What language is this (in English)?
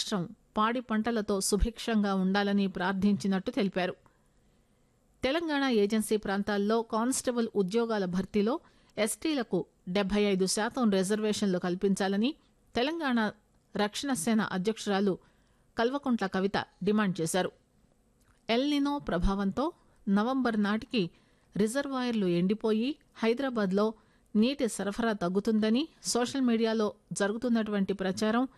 Telugu